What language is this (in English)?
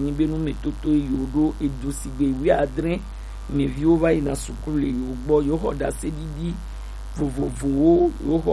Gen